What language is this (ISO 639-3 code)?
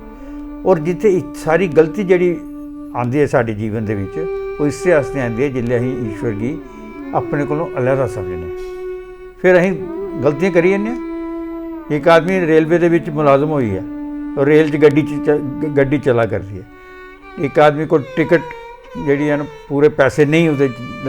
doi